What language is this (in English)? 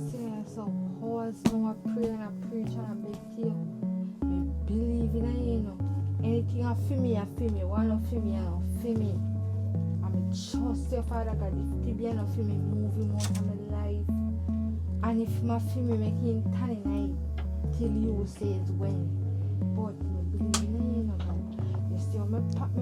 Jamaican Creole English